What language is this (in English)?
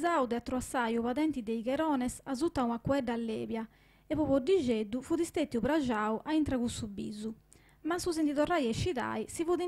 Sardinian